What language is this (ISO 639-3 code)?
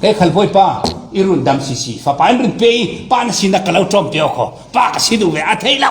cfm